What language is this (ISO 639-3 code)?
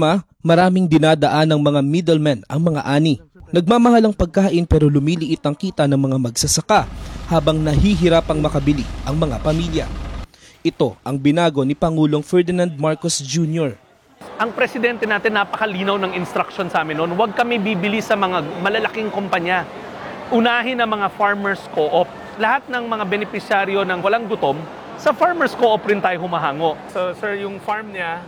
fil